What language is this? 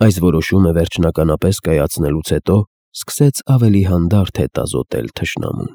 Armenian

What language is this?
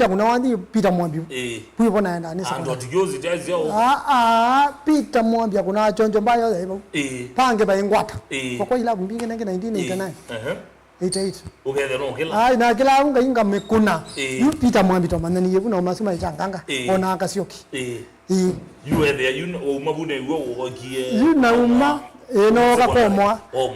Kamba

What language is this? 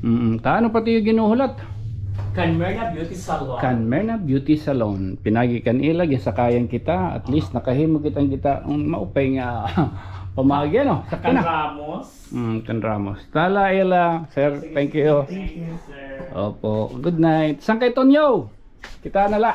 Waray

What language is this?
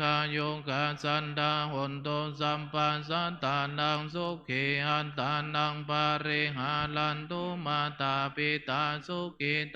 Pali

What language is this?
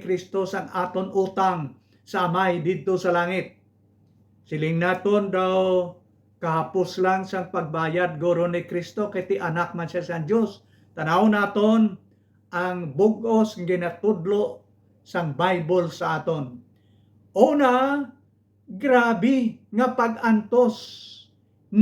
Hiligaynon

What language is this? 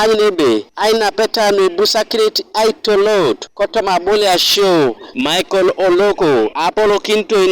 Teso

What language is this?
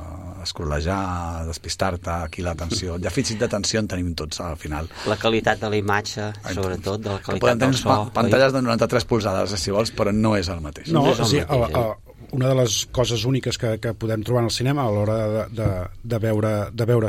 Catalan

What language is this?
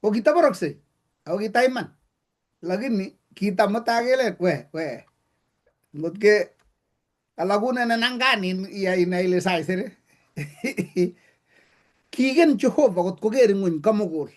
Kalenjin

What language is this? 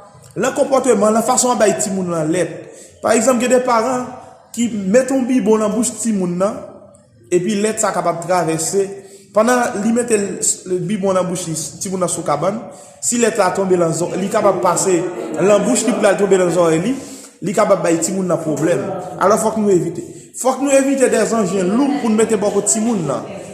Haitian Creole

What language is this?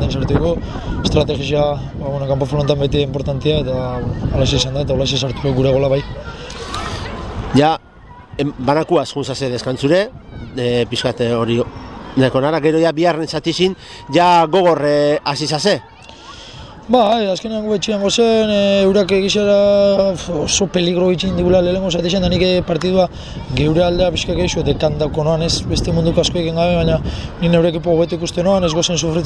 Basque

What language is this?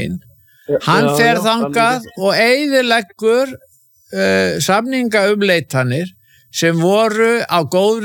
Icelandic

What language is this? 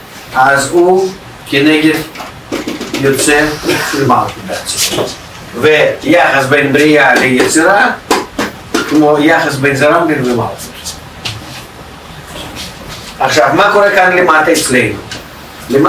Hebrew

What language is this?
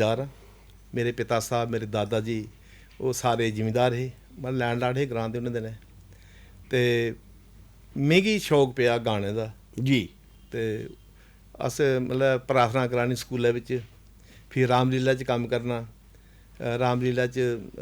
Dogri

